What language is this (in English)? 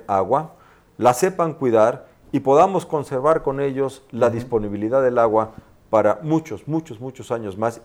Spanish